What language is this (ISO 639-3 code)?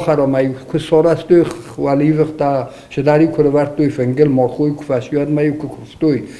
oss